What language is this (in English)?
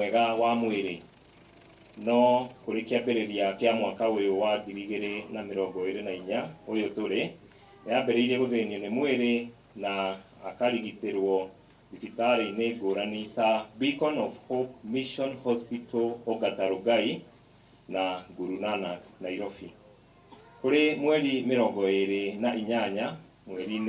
Kikuyu